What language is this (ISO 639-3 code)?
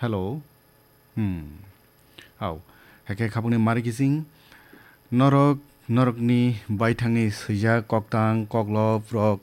trp